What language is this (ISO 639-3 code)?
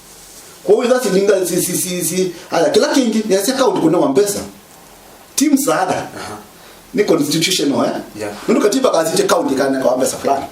kam